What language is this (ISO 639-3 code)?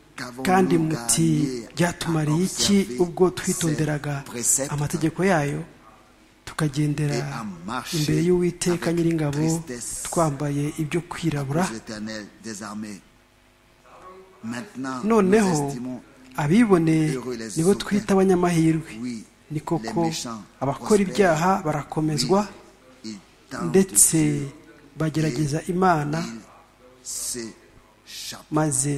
kin